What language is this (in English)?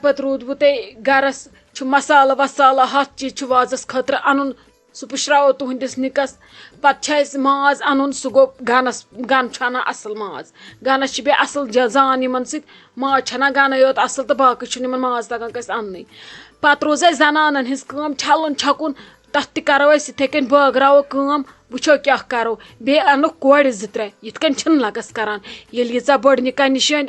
Kashmiri